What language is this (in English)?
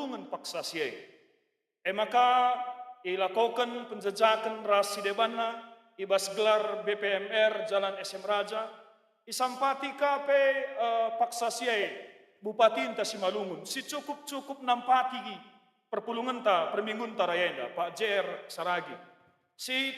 Batak Karo